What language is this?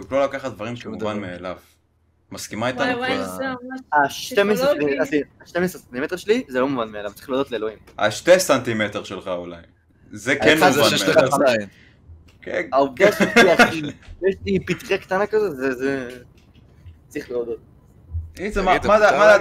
Hebrew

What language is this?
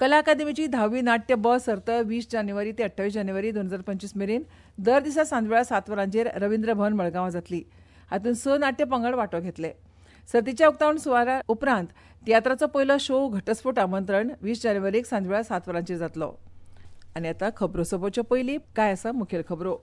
Konkani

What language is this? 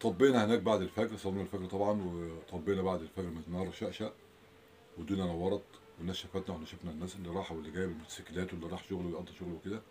Egyptian Arabic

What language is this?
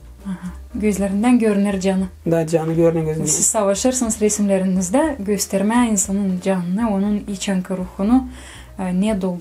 Gagauz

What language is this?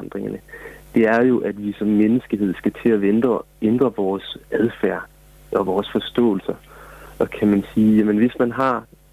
Danish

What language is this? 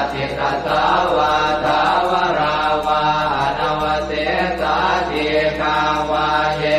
Pali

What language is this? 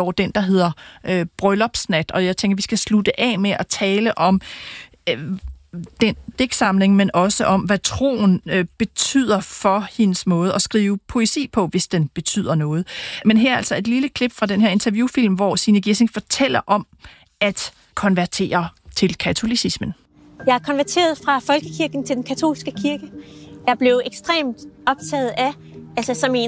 Danish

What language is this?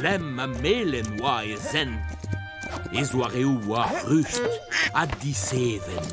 Breton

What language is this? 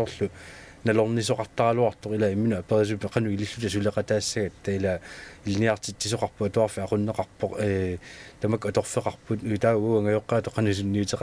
Kalaallisut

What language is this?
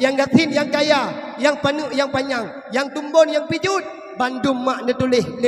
Achinese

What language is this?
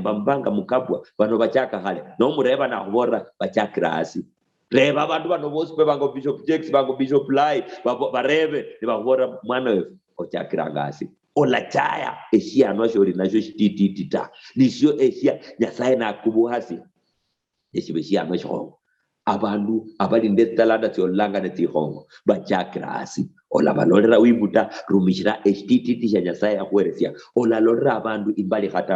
Luyia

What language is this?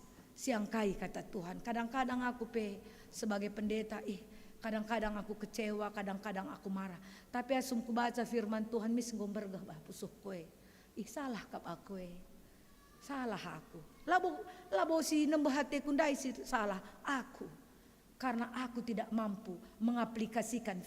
Batak Karo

